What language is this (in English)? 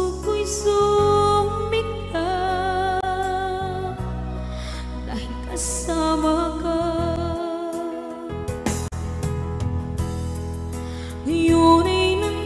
Filipino